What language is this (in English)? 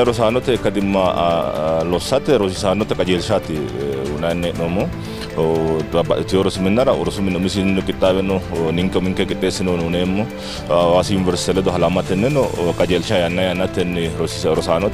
Sidamo